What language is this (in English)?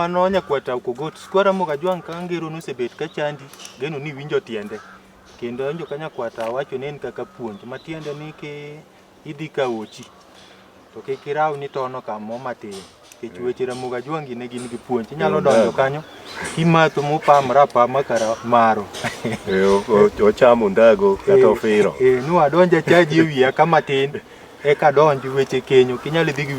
Luo (Kenya and Tanzania)